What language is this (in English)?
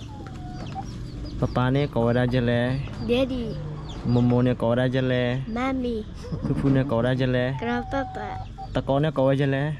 S'gaw Karen